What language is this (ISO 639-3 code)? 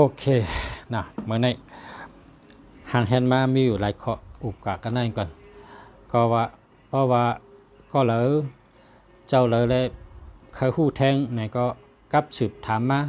shn